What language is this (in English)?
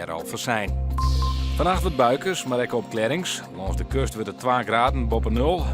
Western Frisian